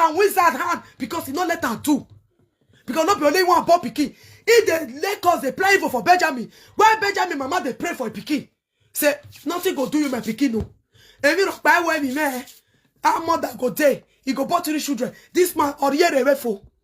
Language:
Nigerian Pidgin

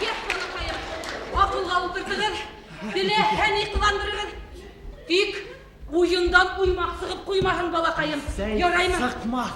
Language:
Bashkir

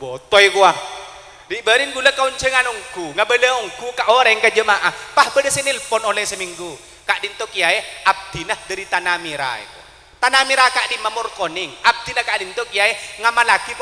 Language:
Madurese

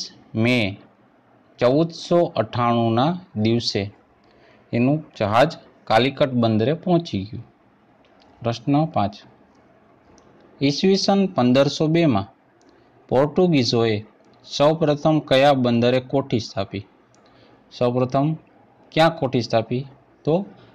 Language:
Gujarati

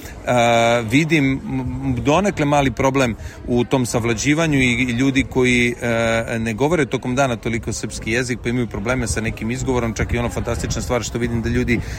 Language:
Serbian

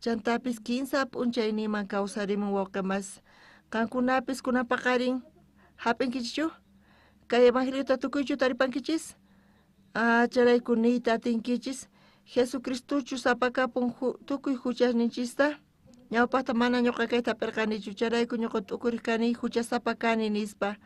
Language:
South Bolivian Quechua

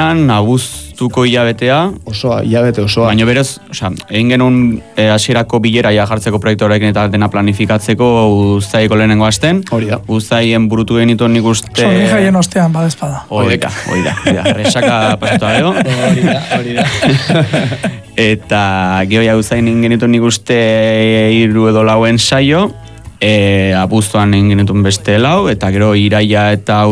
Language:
Basque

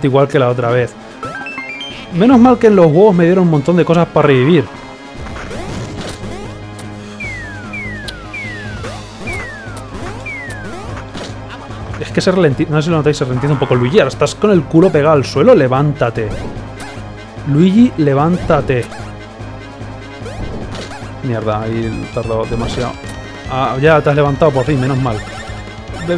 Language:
Spanish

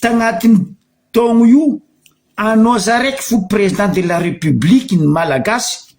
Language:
Malagasy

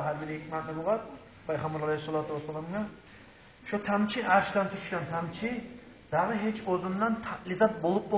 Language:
Kumyk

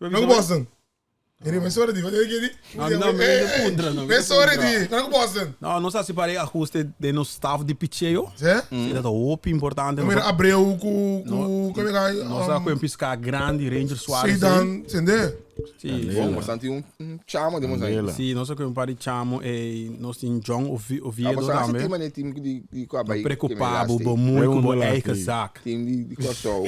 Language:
Papiamento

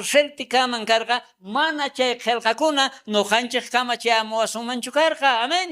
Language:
South Bolivian Quechua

